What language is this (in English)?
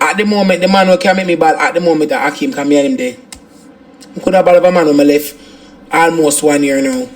Jamaican Creole English